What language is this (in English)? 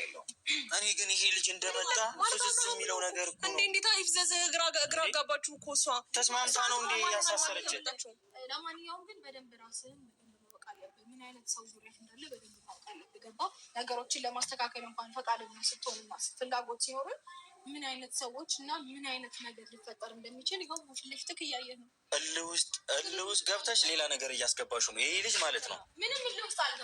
Amharic